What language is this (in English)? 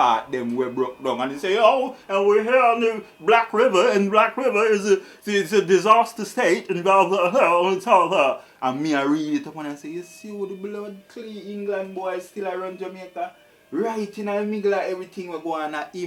Jamaican Creole English